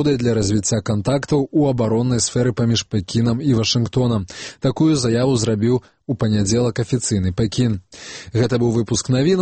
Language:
Belarusian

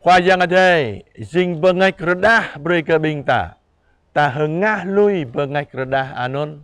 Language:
Jarai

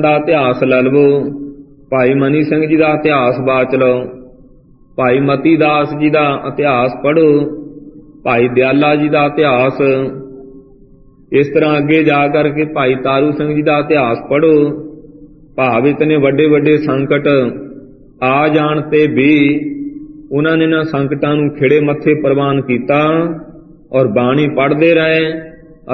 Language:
Punjabi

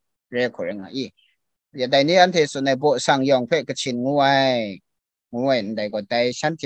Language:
Kachin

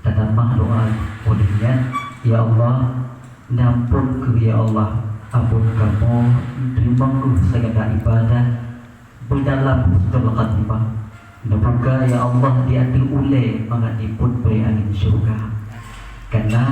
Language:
Achinese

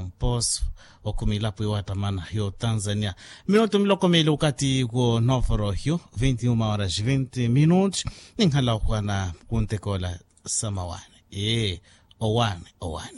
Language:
Makhuwa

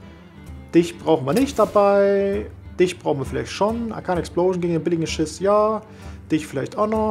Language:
German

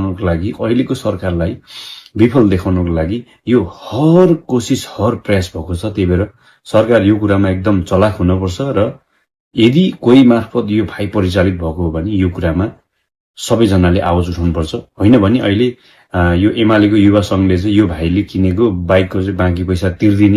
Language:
Nepali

